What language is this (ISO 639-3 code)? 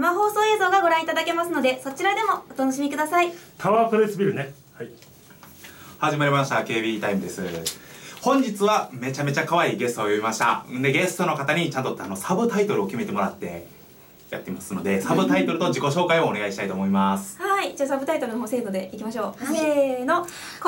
jpn